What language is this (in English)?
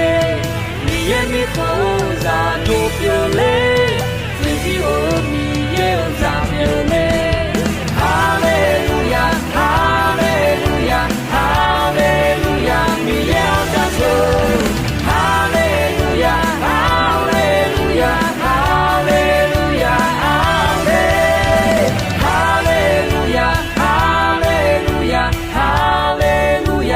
Akha